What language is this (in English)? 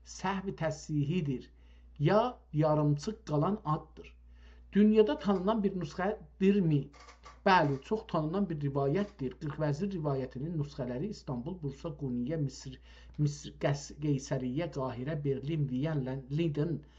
South Azerbaijani